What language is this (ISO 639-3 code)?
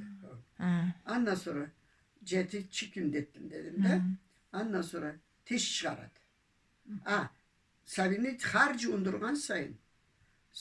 krc